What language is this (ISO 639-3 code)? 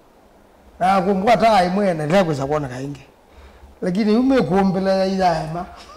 kam